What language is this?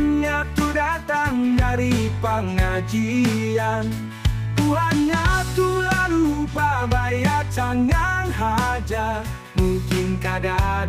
Banjar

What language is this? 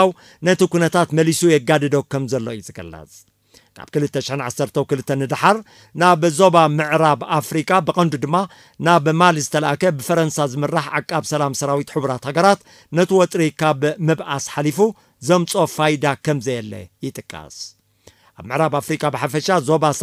Tigrinya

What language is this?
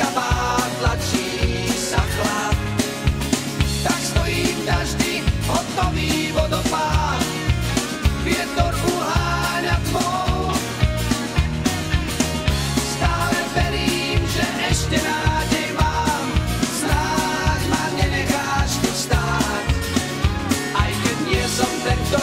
Slovak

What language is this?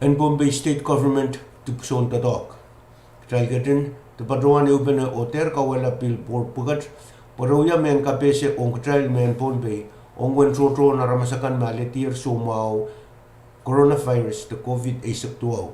Pohnpeian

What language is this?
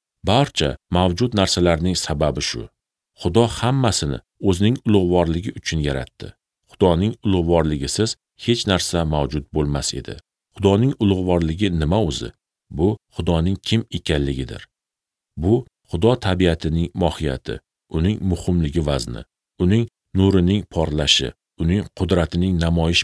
Uzbek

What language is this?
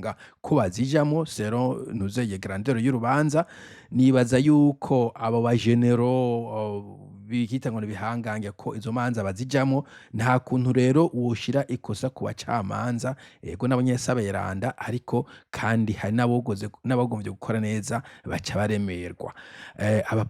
Rundi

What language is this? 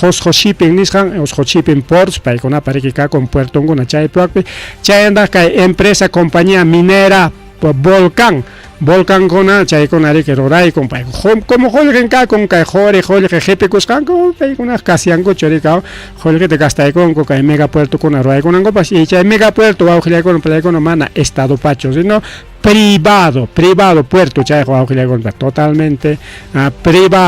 Ayacucho Quechua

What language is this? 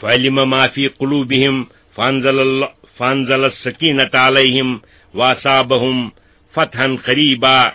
Kashmiri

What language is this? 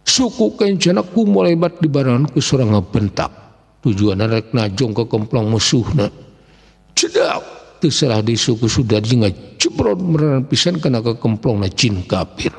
Sundanese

